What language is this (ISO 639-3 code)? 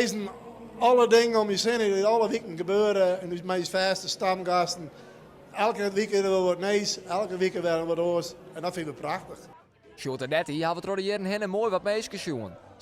fry